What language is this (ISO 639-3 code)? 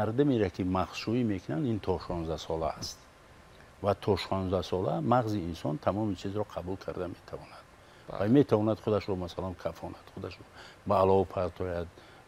tgk